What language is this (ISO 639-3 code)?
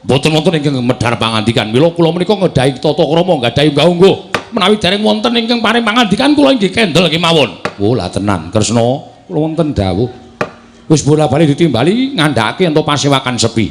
jav